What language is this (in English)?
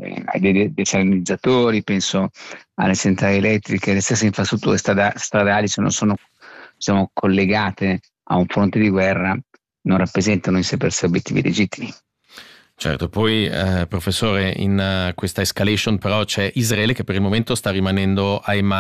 Italian